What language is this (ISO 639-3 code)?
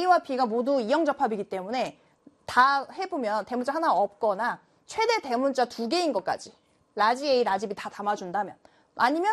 kor